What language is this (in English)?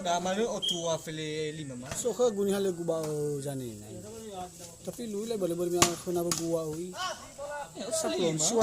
Nias